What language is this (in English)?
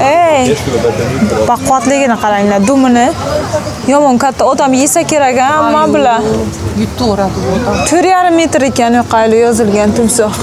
Uzbek